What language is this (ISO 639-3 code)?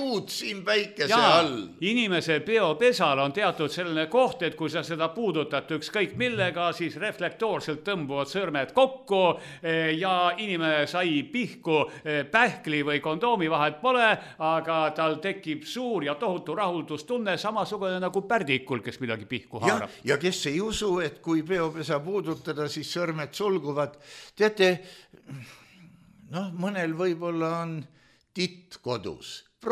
est